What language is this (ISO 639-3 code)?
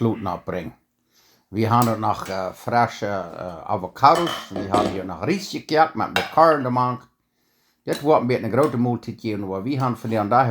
pdt